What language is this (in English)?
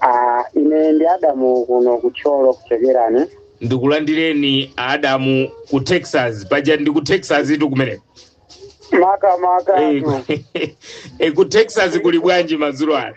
Nyanja